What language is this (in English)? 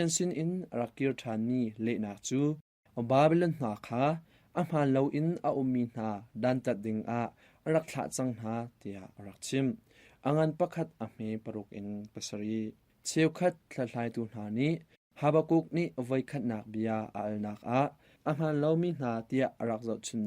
Hakha Chin